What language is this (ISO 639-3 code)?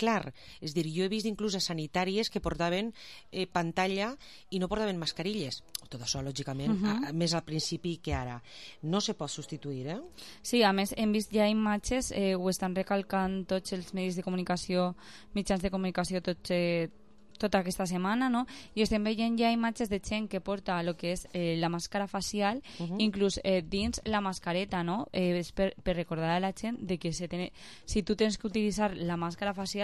cat